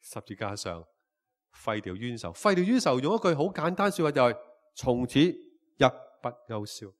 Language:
Cantonese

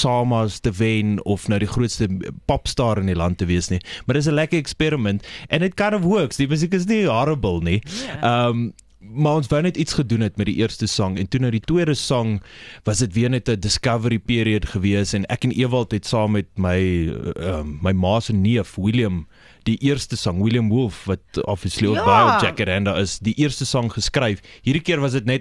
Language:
Afrikaans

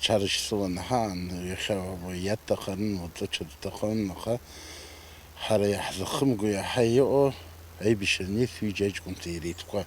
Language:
Abkhazian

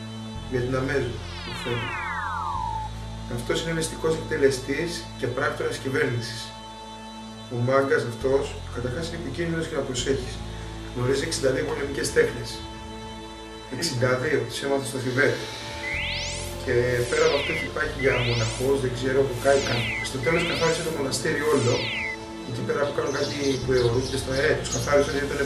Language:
Greek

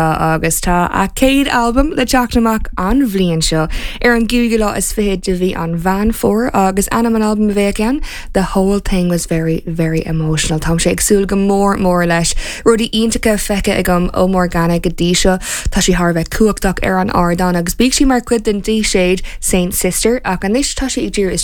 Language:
Irish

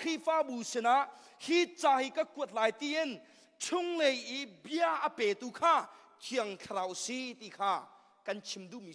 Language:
Hakha Chin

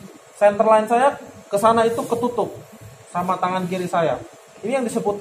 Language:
Indonesian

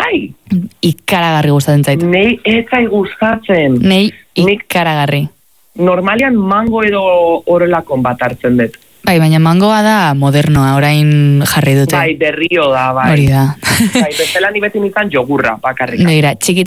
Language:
Basque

